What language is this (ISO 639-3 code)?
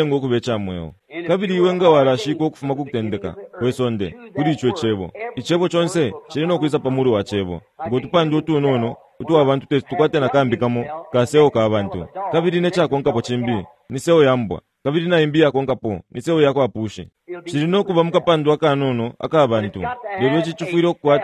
bem